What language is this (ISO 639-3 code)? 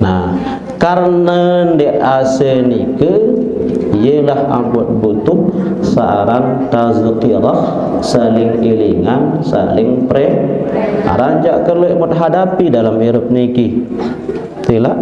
sas